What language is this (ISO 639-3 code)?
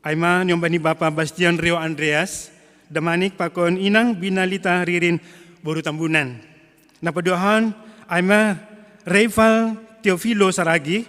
bts